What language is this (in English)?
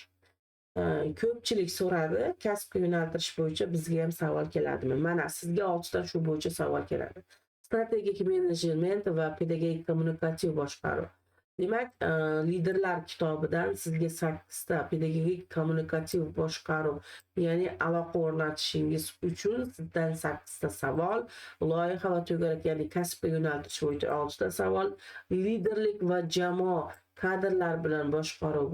Uzbek